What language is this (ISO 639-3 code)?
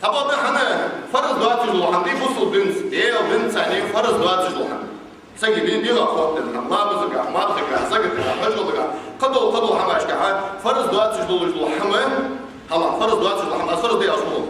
inh